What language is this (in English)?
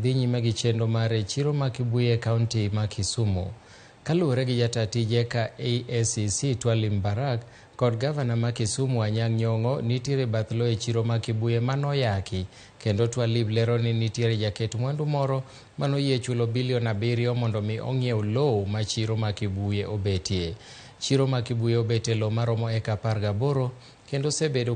Luo (Kenya and Tanzania)